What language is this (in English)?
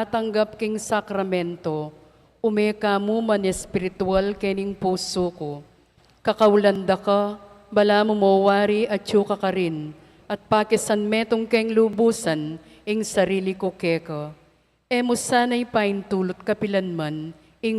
Pampanga